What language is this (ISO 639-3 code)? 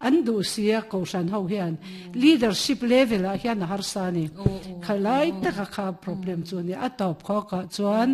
lus